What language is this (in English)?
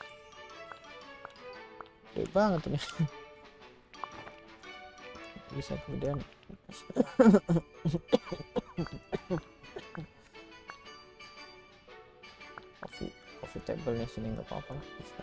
Indonesian